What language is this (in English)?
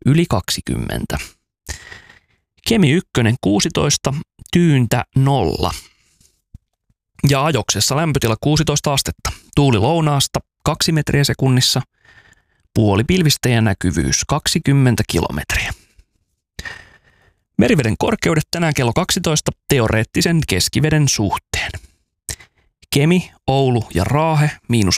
Finnish